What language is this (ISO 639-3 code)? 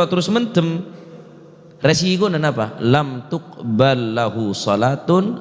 mad